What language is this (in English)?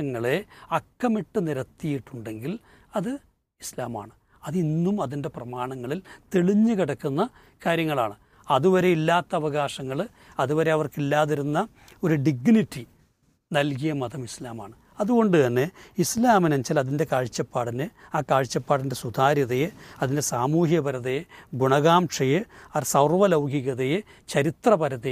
Malayalam